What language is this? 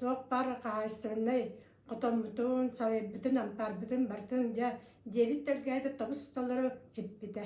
Yakut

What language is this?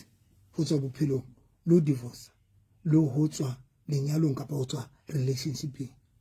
Southern Sotho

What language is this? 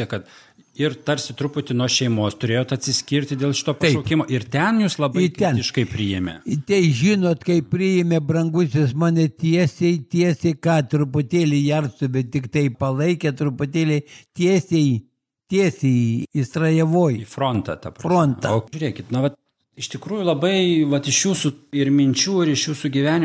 Lithuanian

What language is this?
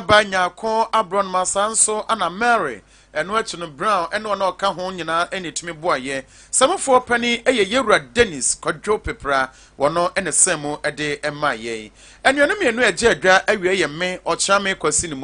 Akan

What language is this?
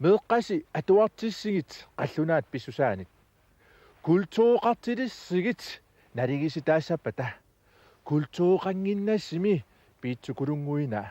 Kalaallisut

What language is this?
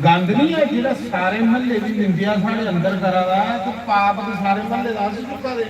Dogri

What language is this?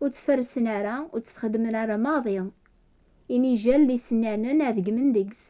Kabyle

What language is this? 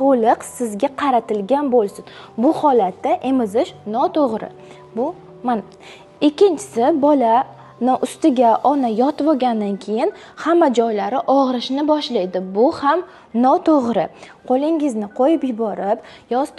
Uzbek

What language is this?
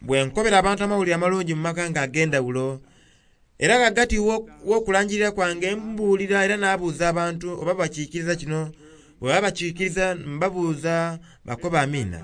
Soga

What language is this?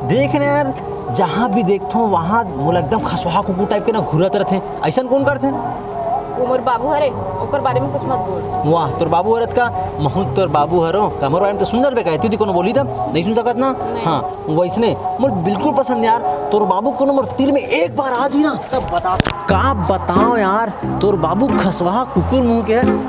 Chhattisgarhi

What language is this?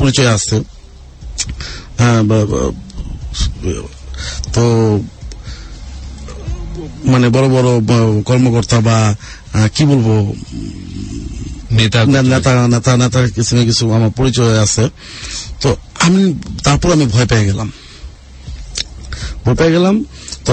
Bangla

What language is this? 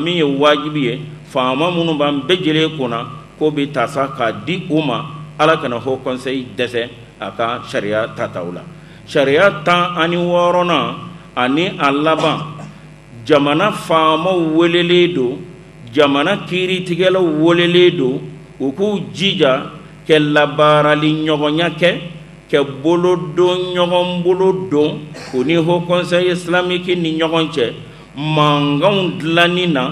Bambara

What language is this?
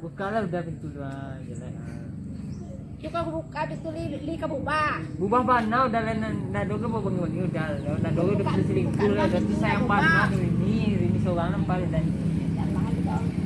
Minangkabau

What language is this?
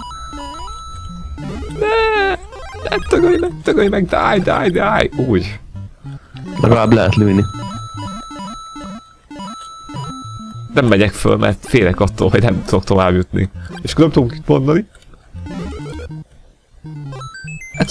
Hungarian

